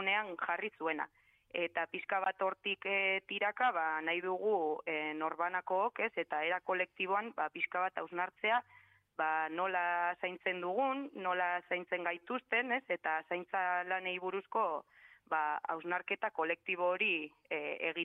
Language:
Basque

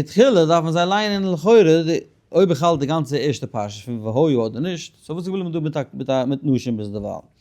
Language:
Yiddish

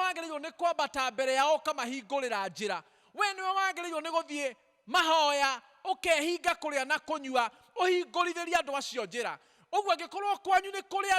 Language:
Kikuyu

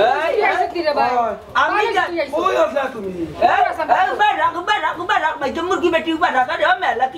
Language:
Sylheti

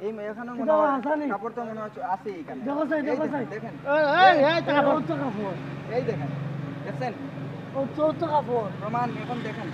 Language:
Sylheti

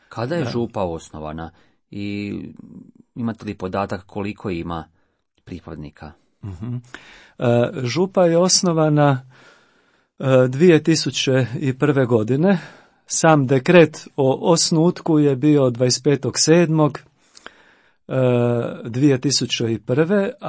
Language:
Croatian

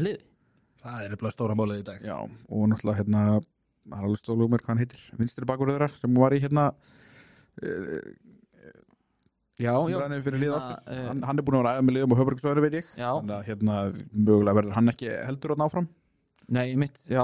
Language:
Icelandic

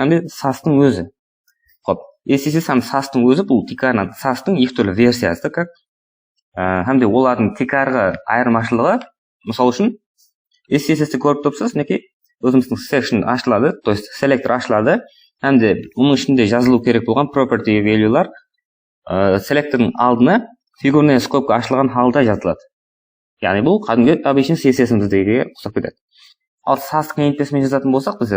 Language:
Kara-Kalpak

